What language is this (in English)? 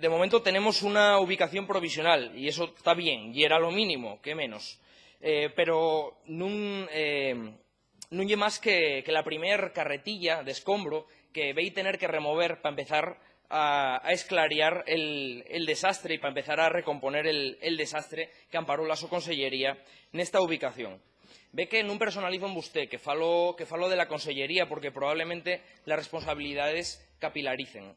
Asturian